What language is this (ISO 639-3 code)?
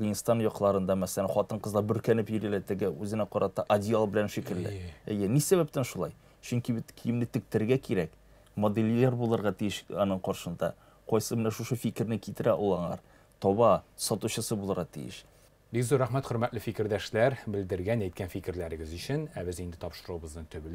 tat